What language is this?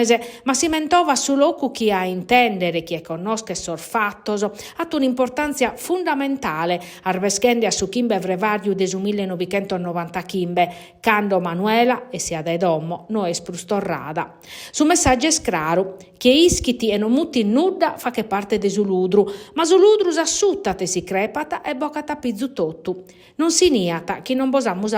Sardinian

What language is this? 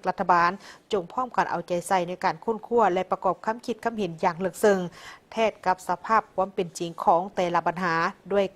Lao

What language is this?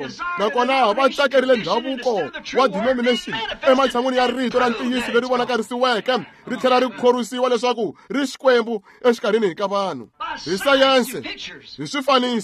Tsonga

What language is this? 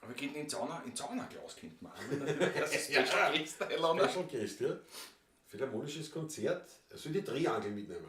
Bavarian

